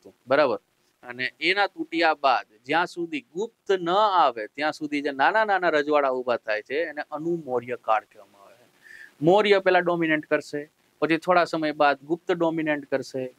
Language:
Gujarati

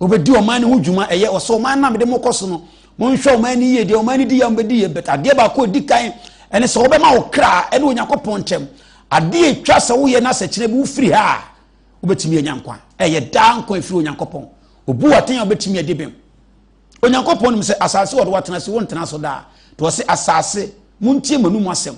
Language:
Akan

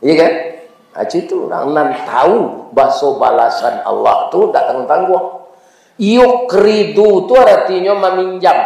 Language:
Minangkabau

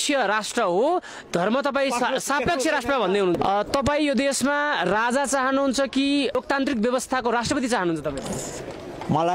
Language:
Nepali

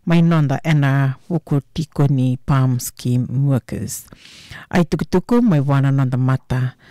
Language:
Fijian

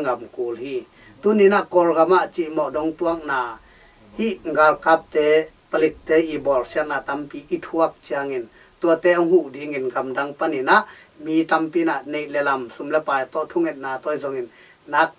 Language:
Tedim Chin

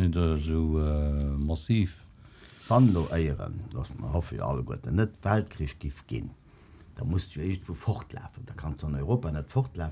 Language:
Luxembourgish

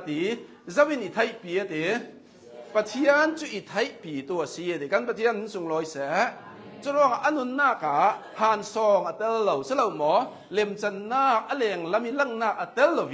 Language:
Hakha Chin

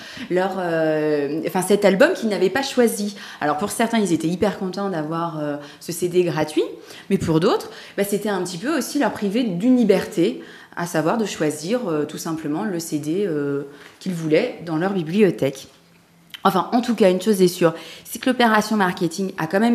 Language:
French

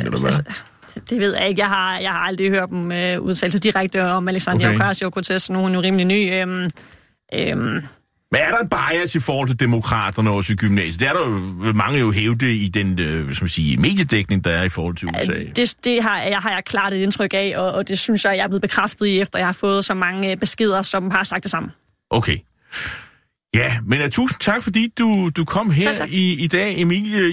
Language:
Danish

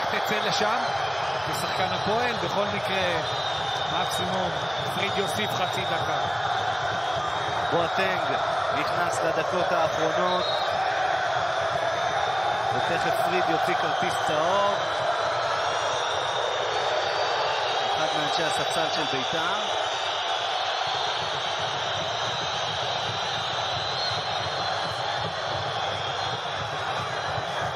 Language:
Hebrew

